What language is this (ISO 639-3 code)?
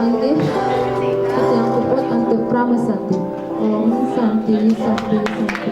ban